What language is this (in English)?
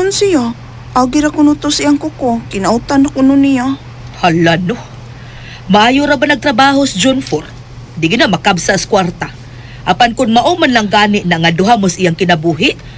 Cebuano